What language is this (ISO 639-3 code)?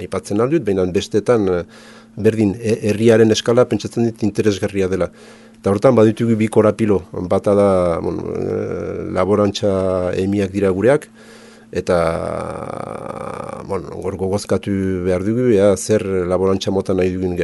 eus